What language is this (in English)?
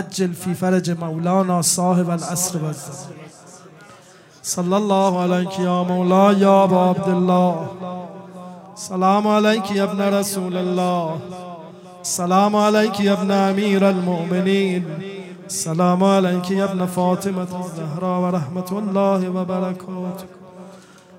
Persian